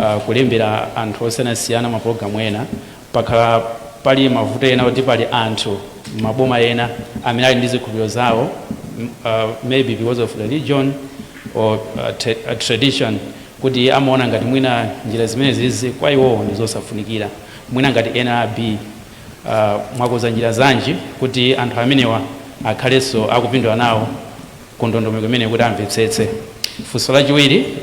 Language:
Nyanja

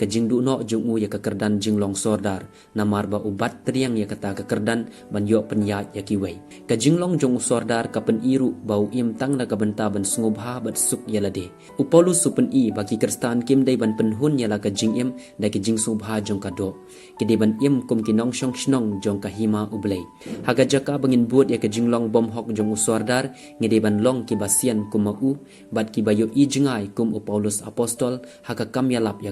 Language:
Khasi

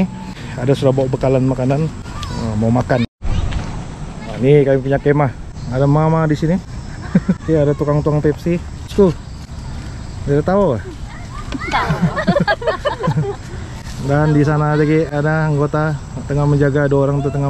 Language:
Malay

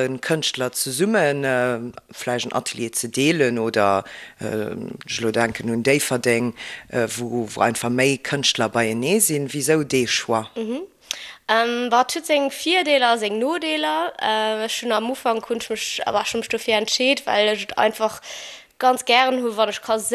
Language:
Luxembourgish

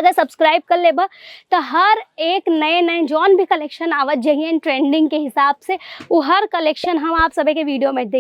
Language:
Bhojpuri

